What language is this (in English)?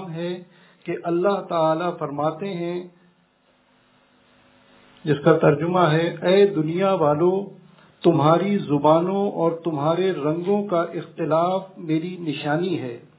Urdu